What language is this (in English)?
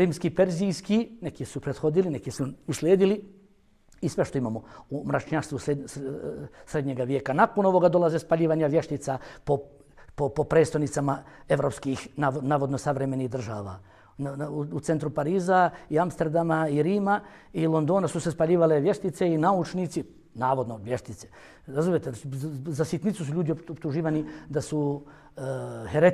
Bosnian